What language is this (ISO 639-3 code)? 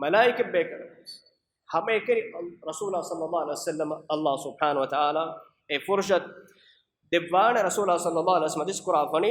div